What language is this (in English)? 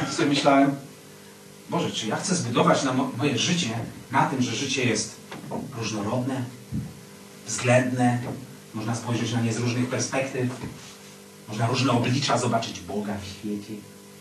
Polish